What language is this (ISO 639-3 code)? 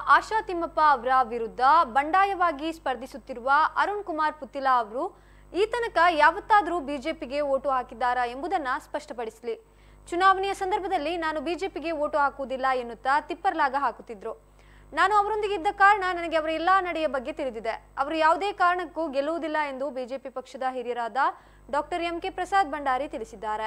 kan